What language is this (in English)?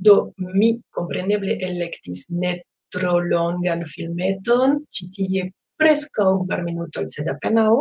Esperanto